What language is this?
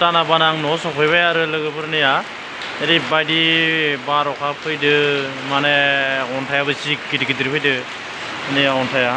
Bodo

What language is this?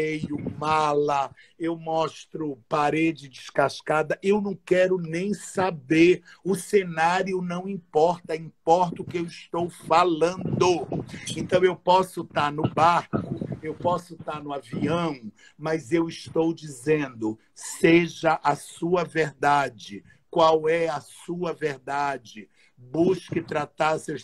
Portuguese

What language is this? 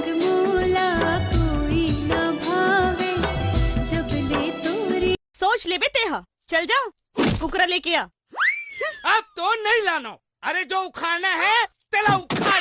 Chhattisgarhi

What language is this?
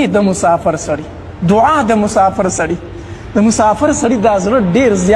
Pashto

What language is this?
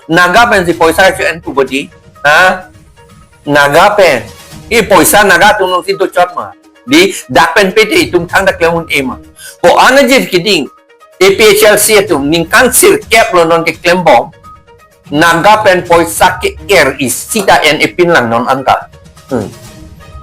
Karbi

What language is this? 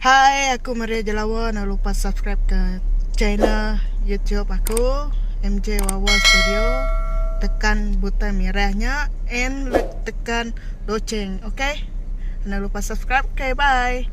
Iban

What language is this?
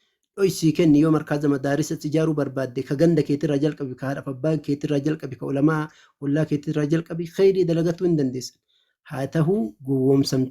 Oromo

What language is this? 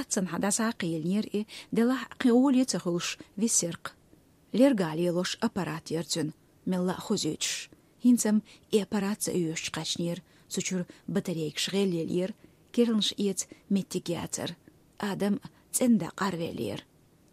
Chechen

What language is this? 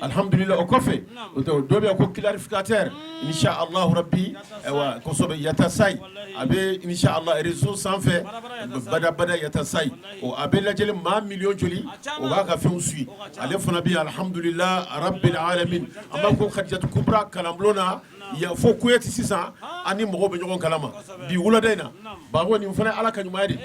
Bambara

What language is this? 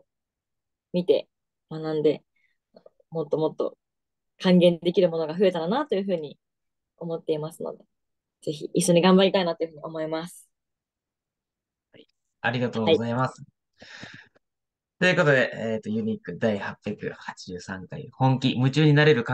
Japanese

